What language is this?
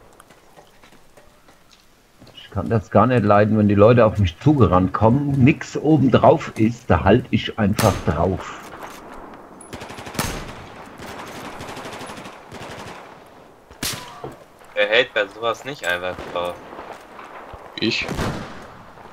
German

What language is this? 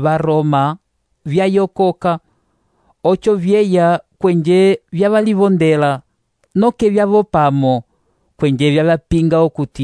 Umbundu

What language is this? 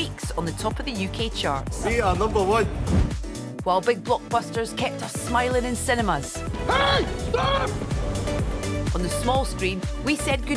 English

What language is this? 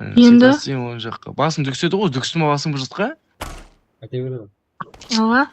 Kara-Kalpak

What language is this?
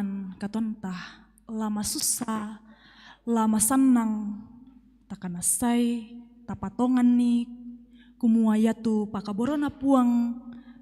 Toraja-Sa'dan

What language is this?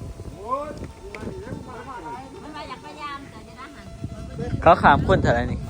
Northeastern Thai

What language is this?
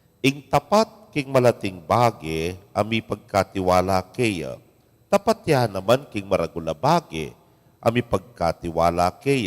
Pampanga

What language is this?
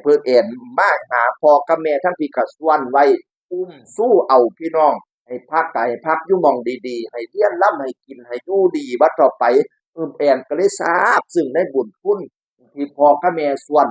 Northeastern Thai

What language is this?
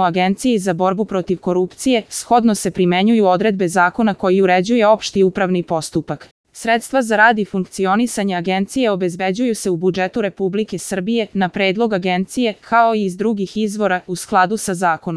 Serbian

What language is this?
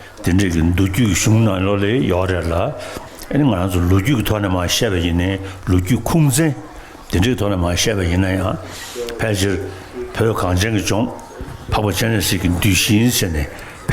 Tibetan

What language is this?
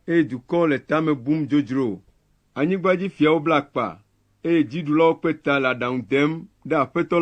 Ewe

